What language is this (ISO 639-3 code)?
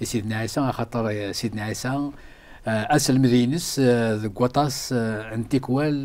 kab